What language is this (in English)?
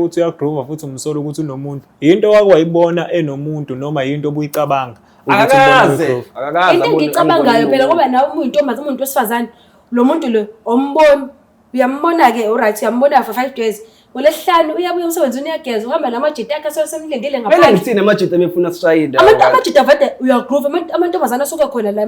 Zulu